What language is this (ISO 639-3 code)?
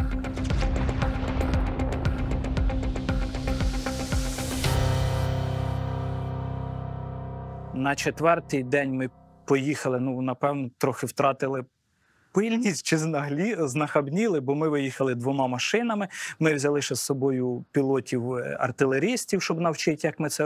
ukr